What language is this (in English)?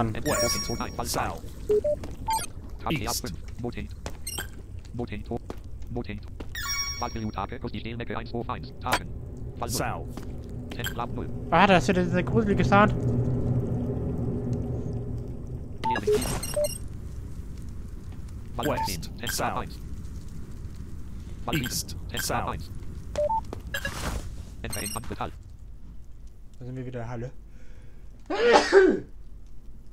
German